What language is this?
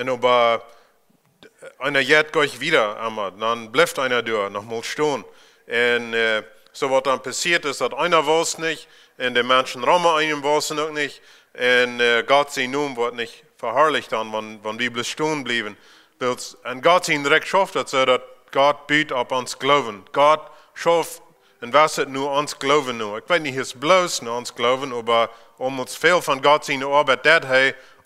Plautdietsch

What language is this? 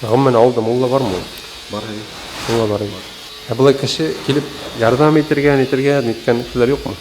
Bashkir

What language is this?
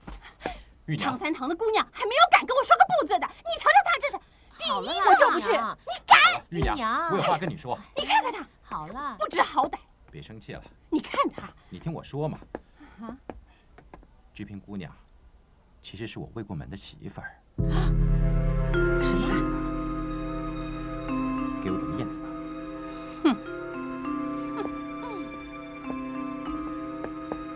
Chinese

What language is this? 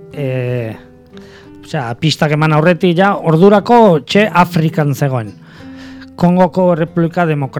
Basque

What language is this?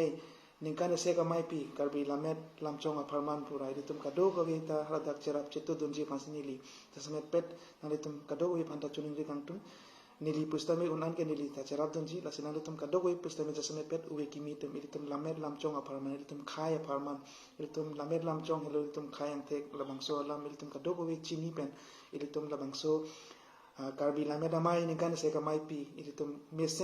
Karbi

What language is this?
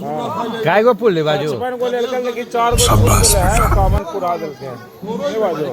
Magahi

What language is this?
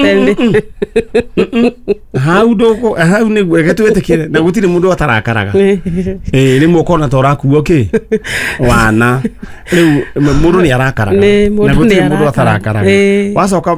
Kikuyu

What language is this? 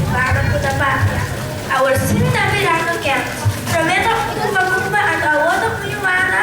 Papiamento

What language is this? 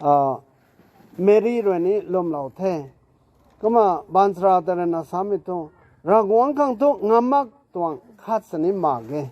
Rongmei Naga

